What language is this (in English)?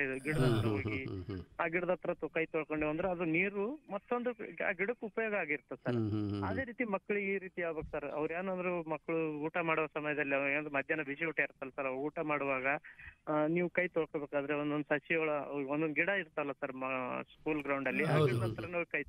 Kannada